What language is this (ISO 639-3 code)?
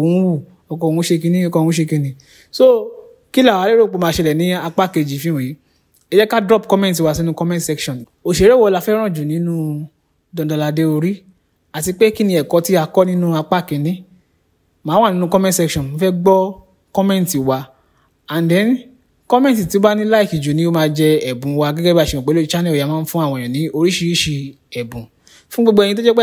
yor